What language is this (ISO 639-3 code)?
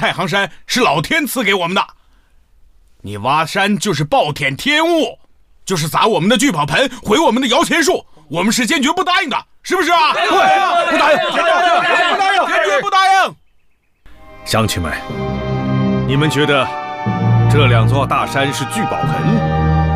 zho